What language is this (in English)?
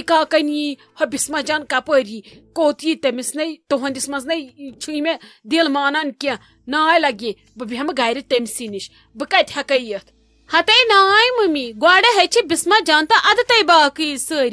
Kashmiri